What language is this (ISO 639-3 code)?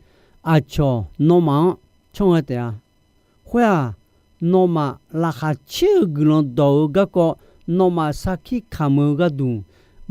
ahk